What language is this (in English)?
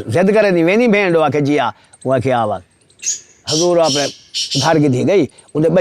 Saraiki